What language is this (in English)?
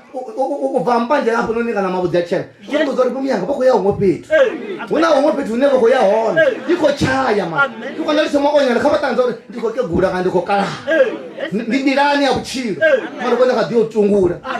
Venda